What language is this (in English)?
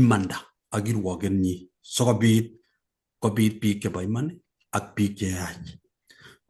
Kalenjin